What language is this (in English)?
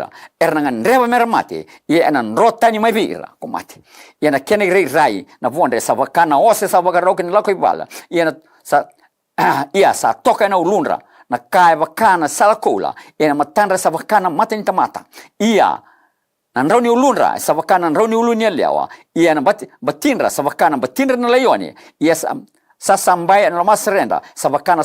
Fijian